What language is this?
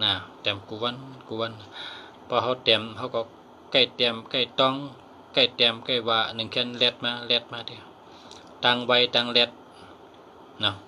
Shan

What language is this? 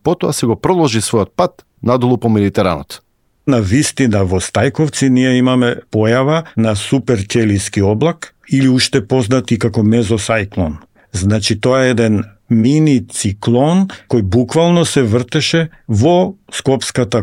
Macedonian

